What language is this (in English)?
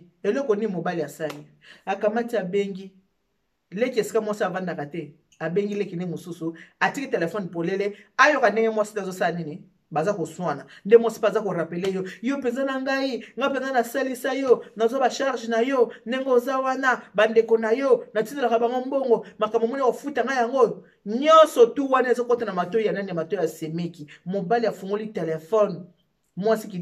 Lingala